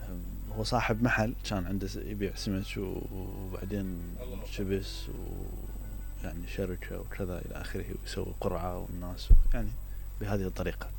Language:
Mesopotamian Arabic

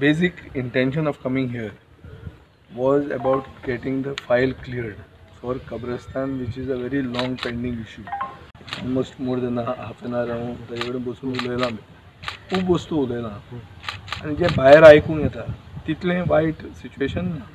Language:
Konkani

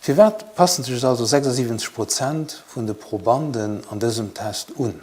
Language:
Luxembourgish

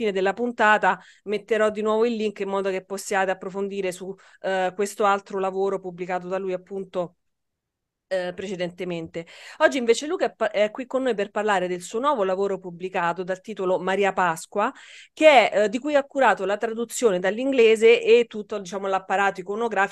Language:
Italian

